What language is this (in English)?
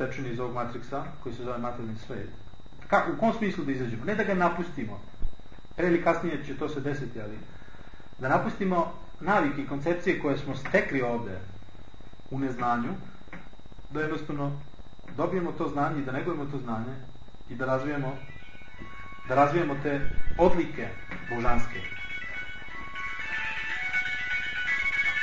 Serbian